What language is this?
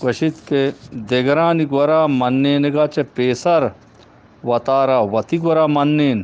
Eastern Balochi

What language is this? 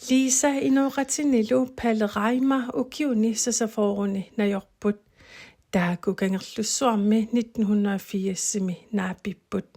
Kalaallisut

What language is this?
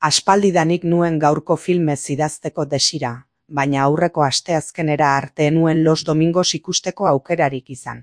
Basque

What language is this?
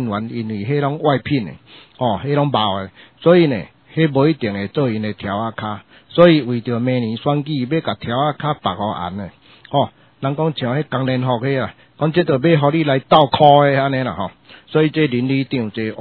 Min Nan Chinese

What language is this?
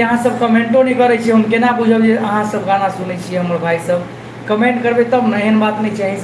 Maithili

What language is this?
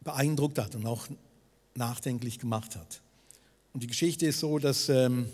Swiss German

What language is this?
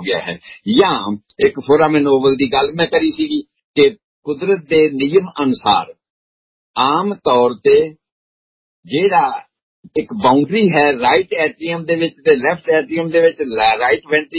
Punjabi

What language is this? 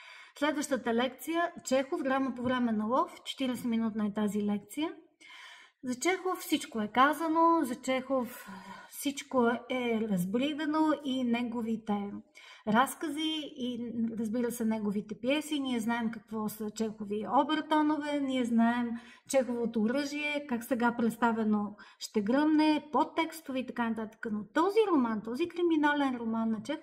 Bulgarian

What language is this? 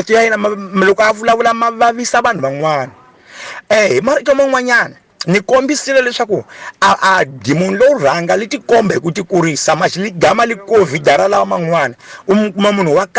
Tsonga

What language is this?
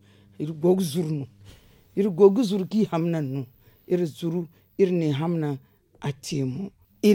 Zarma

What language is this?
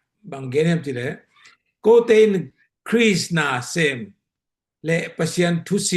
Tedim Chin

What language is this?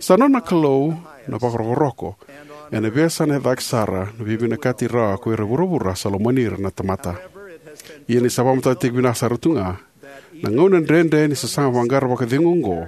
Fijian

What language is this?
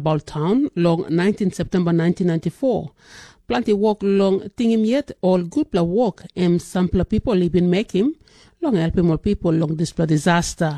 Tok Pisin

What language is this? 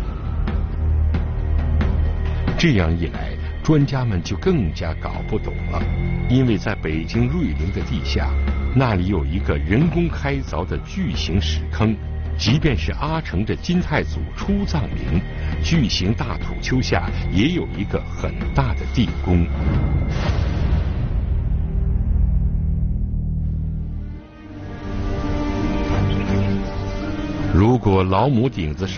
Chinese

